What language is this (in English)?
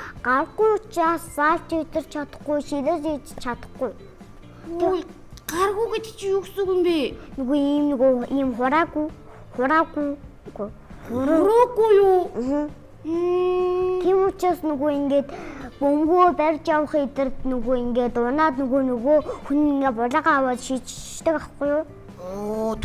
Mongolian